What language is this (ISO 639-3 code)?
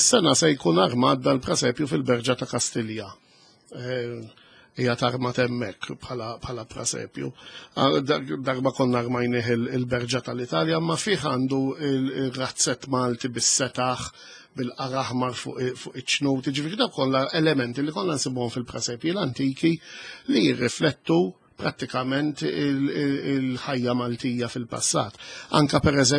mlt